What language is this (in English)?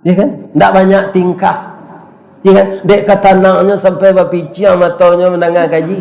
Minangkabau